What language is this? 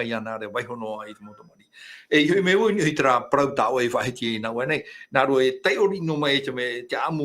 Tahitian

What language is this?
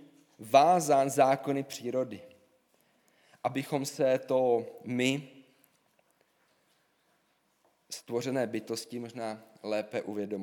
Czech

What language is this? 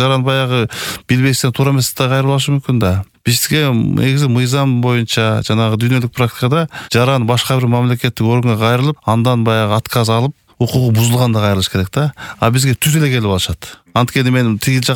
Kyrgyz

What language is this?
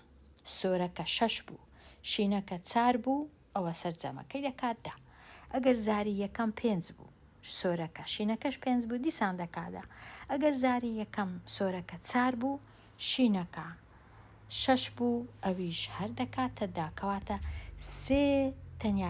Central Kurdish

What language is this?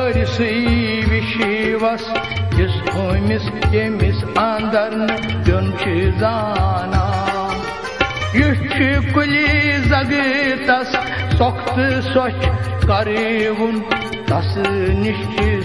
Kashmiri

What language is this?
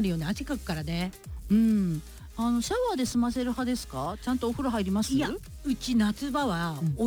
Japanese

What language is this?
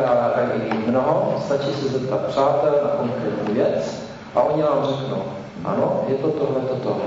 Czech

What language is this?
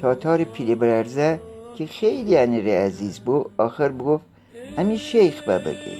Gilaki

